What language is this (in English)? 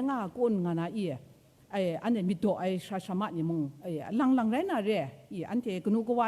Kachin